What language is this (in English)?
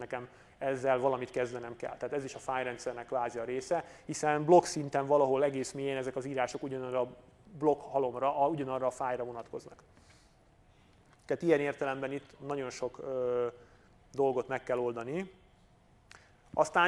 Hungarian